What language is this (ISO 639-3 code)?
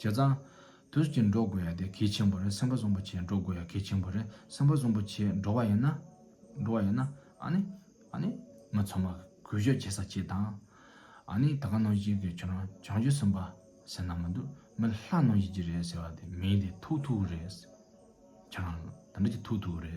bod